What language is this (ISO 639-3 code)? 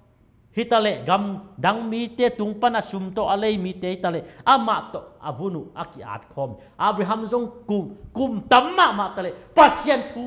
ctd